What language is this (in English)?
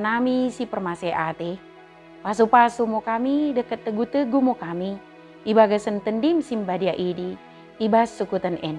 Batak Dairi